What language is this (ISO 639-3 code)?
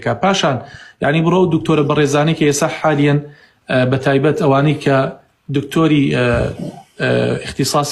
ckb